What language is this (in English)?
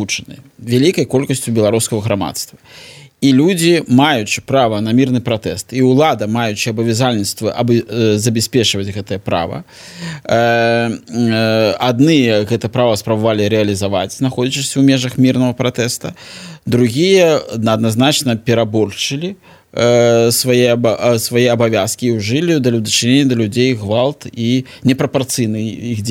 Belarusian